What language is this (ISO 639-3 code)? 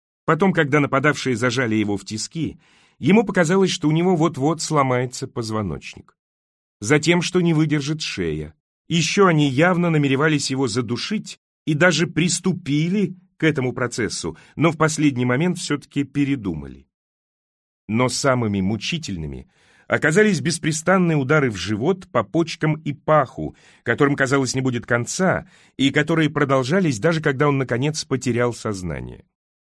rus